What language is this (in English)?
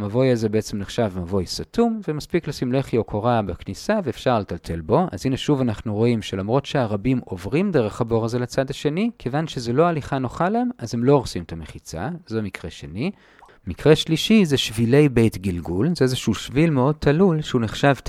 Hebrew